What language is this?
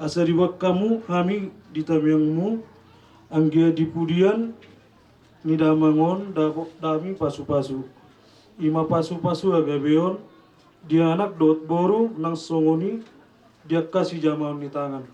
Batak Toba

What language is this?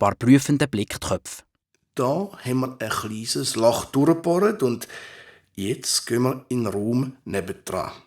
Swiss German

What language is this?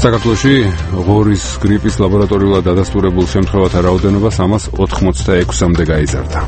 Georgian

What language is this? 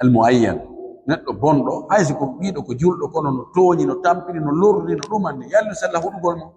Fula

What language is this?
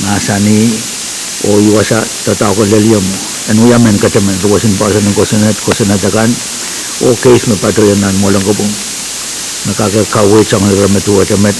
Pohnpeian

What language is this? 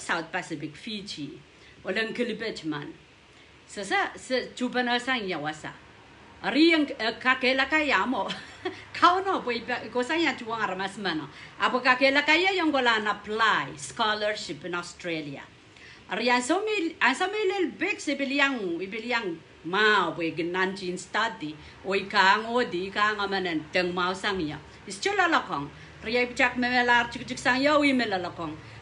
Pohnpeian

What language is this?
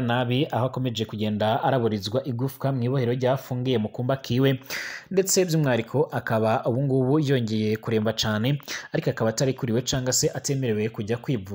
Rundi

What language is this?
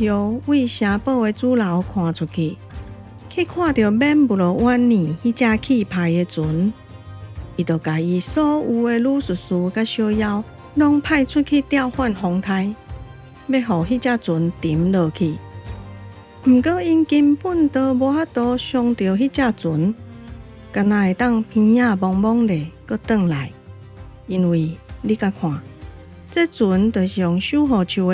Min Nan Chinese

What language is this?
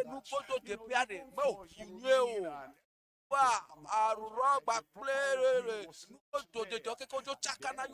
Ewe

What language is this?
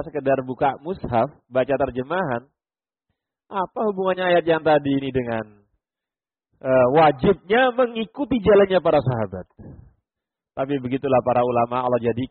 Indonesian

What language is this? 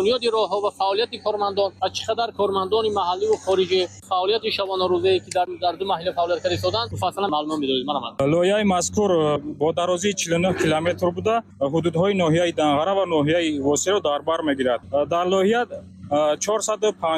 Tajik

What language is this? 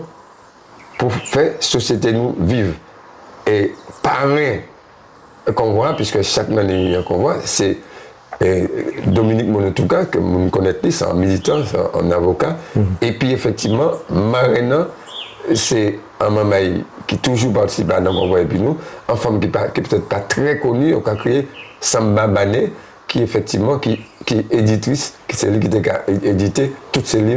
Guadeloupean Creole French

